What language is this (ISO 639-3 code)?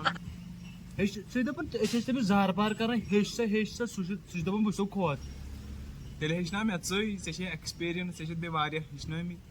kas